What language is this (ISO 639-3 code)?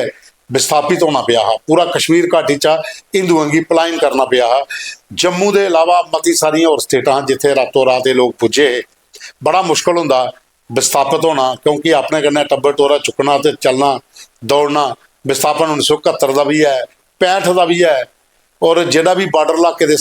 doi